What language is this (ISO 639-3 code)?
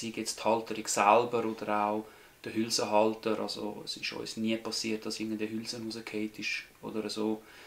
gsw